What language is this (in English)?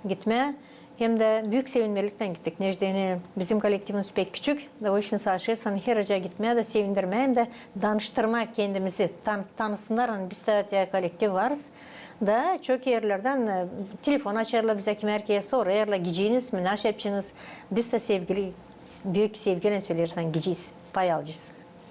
Gagauz